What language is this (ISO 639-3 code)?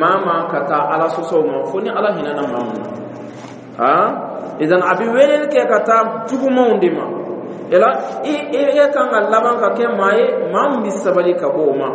dyu